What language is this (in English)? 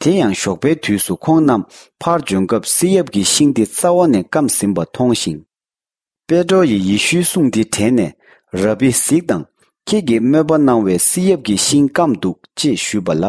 Tibetan